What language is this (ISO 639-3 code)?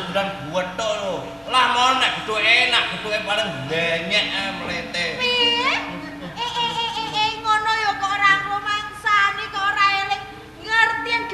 jav